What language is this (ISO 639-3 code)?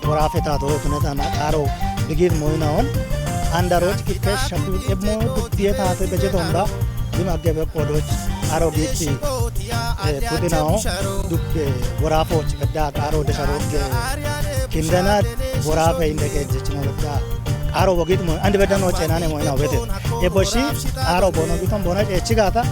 kbr